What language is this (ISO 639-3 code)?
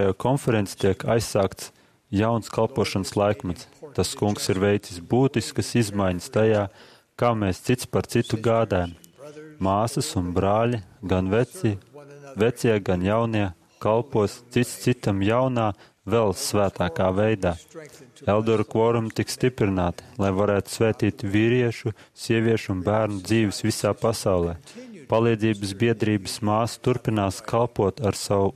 lav